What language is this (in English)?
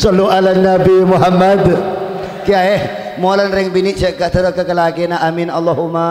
Madurese